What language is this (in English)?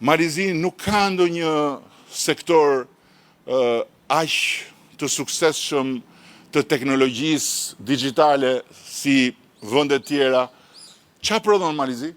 Albanian